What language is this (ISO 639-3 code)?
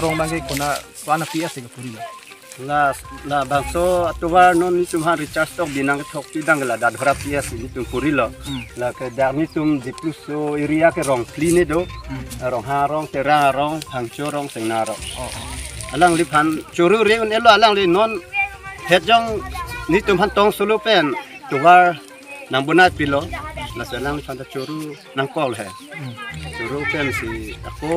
mjw